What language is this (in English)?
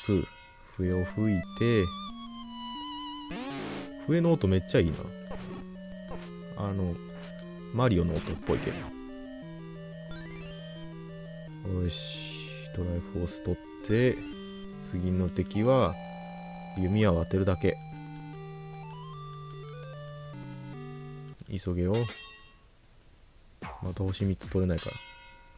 Japanese